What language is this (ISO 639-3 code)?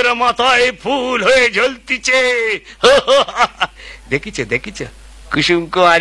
ben